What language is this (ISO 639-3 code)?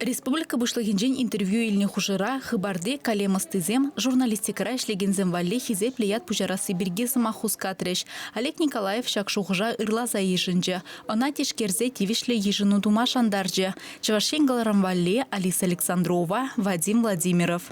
chv